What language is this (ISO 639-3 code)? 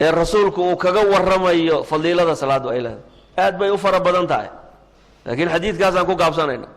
som